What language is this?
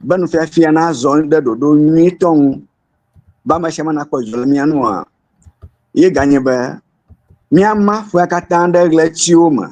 Ewe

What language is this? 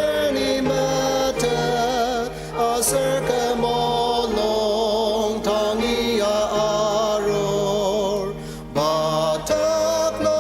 Ao Naga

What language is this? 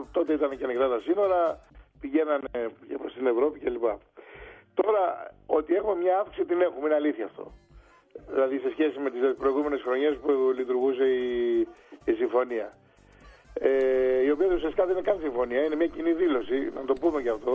Greek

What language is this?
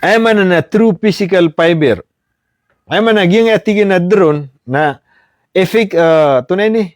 Maranao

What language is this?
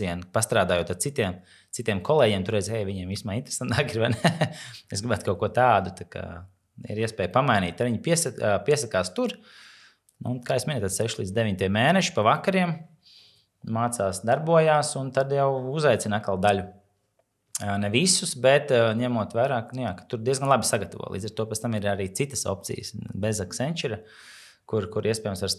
Latvian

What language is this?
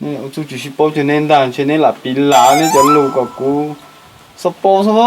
Hmong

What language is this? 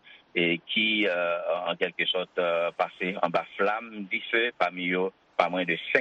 Haitian Creole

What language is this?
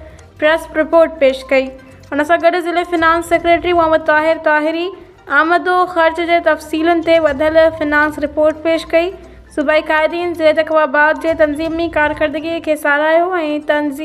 Sindhi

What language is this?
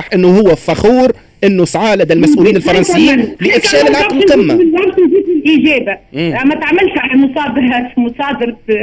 Tunisian Arabic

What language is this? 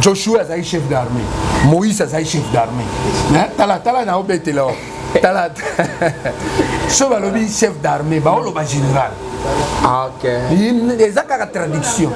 Lingala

